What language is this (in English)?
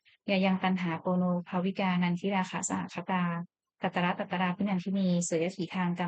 Pali